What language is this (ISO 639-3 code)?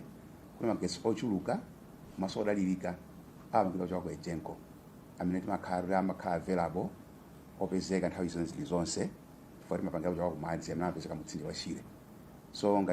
nya